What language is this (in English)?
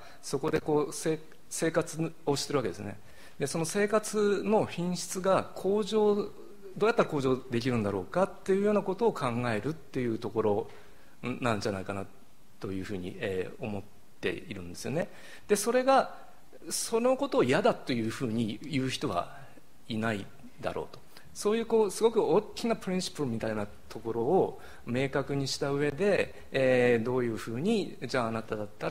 Japanese